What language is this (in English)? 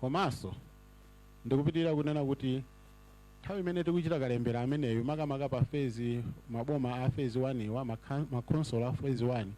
Nyanja